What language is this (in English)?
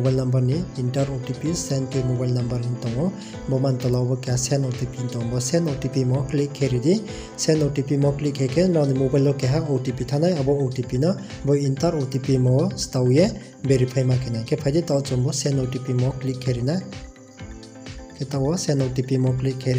Riang (India)